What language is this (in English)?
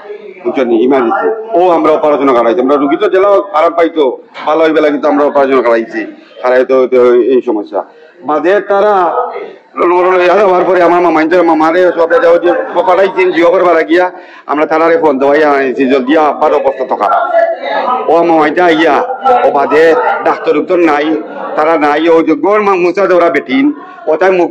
Sylheti